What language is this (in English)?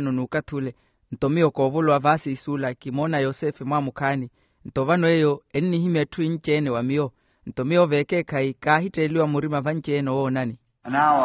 Makhuwa